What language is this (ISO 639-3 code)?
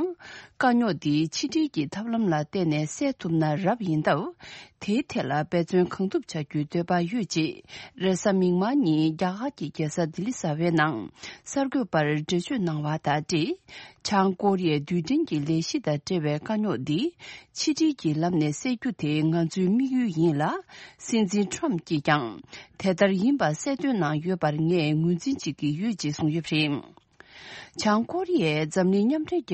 bod